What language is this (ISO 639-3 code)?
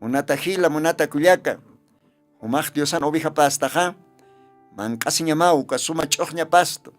aym